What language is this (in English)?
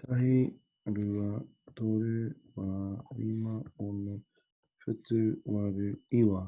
Māori